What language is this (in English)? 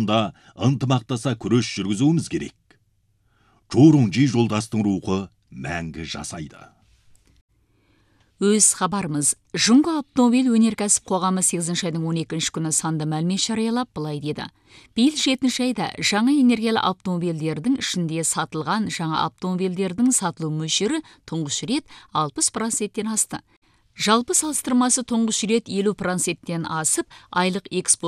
Kazakh